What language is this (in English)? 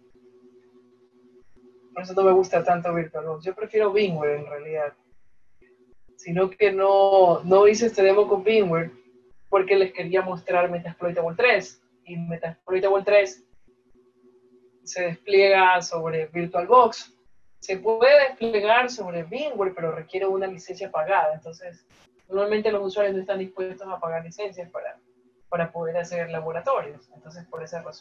Spanish